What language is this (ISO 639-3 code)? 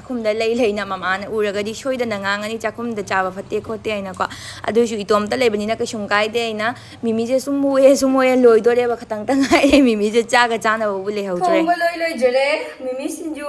mni